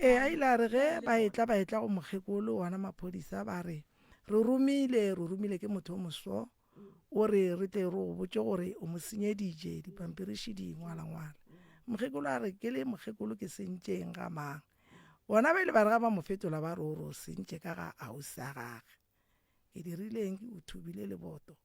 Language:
Northern Sotho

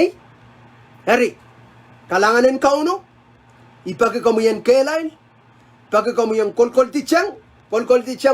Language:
Pohnpeian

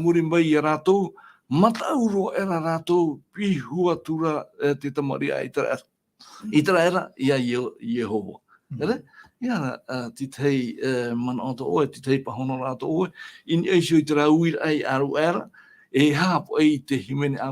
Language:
Tahitian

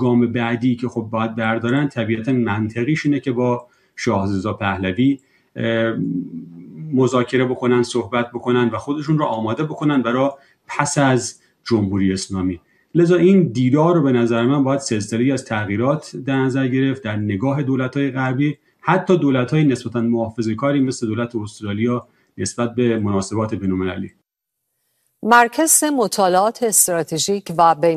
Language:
Persian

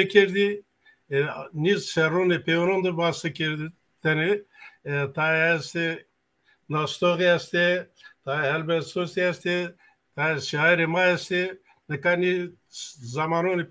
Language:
Zaza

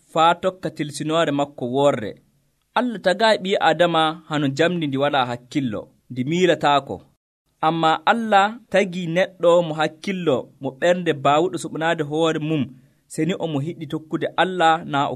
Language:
Nigerian Fulfulde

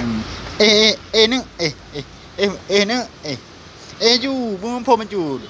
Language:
Achinese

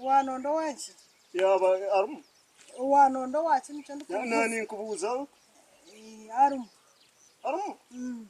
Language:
Nyankole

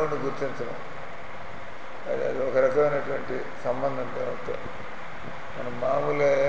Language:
Telugu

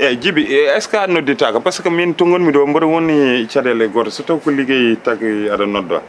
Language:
Fula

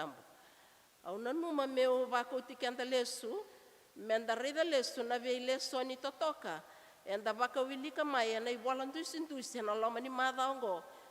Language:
Fijian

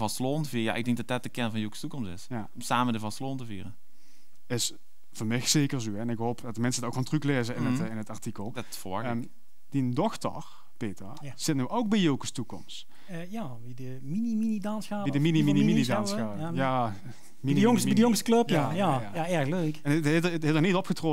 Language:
Limburgish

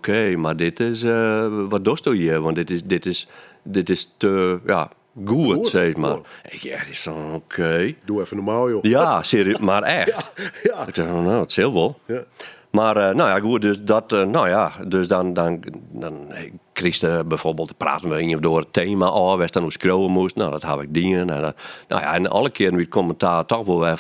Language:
Western Frisian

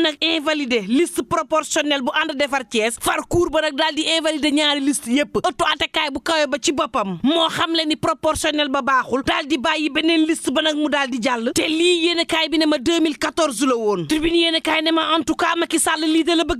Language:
Wolof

